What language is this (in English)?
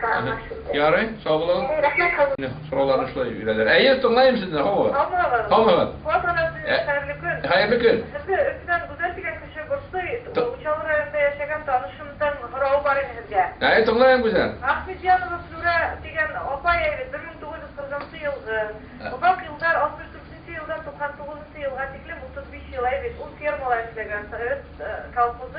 Bashkir